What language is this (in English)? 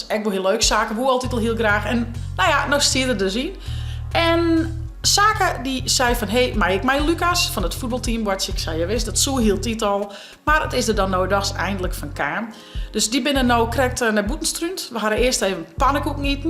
Western Frisian